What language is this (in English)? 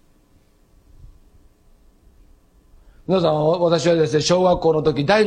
Japanese